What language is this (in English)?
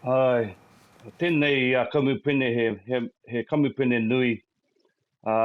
Māori